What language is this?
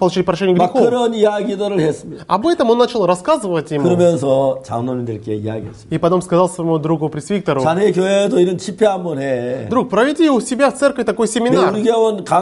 Korean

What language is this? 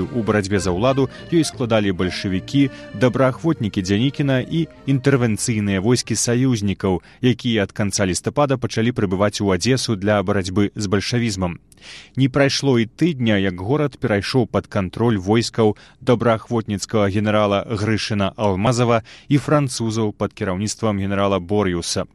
Belarusian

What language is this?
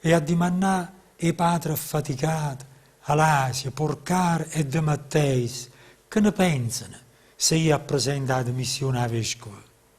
Neapolitan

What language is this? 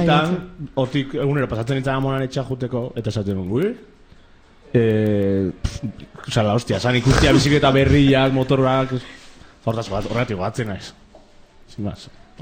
Basque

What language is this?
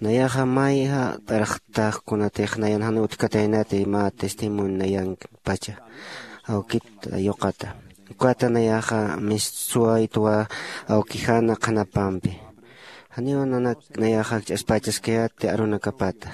Aymara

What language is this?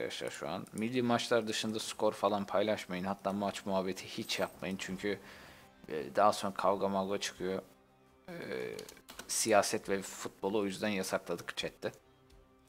Turkish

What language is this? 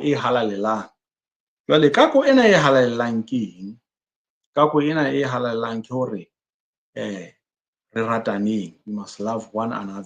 Southern Sotho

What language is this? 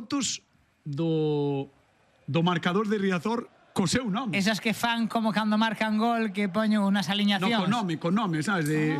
Galician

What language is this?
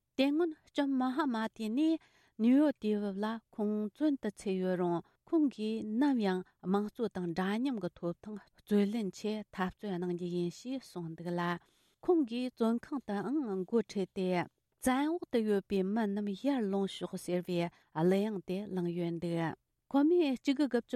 Tibetan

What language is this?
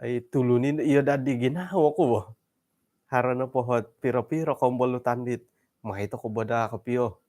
Central Dusun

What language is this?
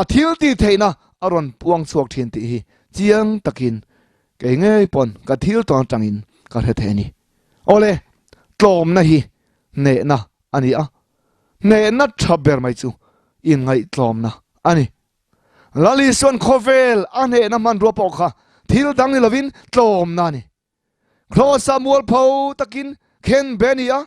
Mizo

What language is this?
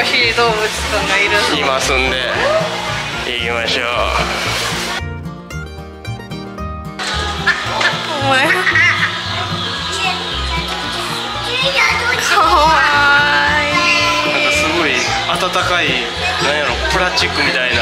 Japanese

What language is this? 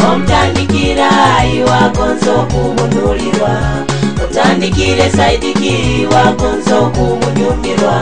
Nyoro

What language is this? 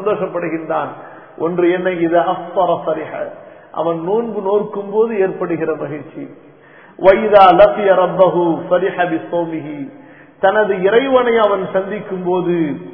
Tamil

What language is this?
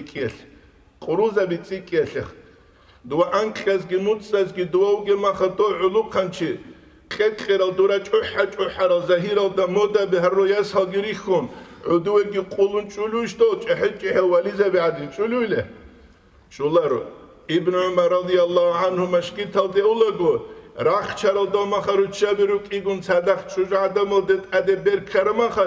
Avaric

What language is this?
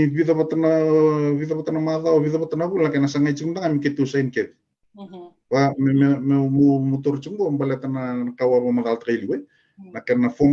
Fijian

